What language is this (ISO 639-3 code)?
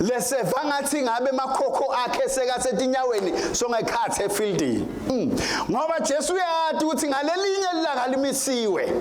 ssw